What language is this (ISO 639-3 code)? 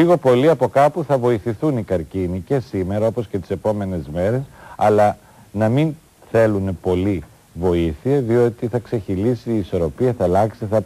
ell